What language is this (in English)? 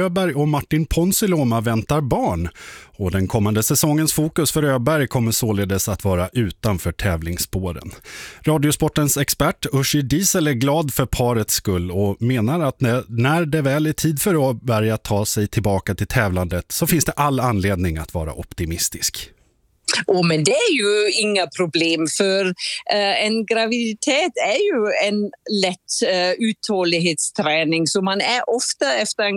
Swedish